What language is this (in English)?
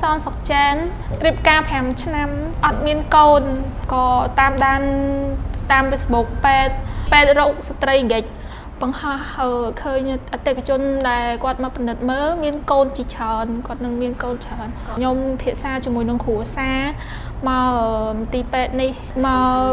Khmer